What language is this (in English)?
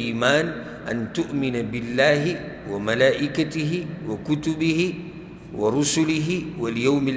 Pashto